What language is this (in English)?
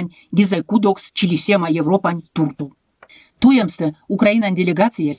Erzya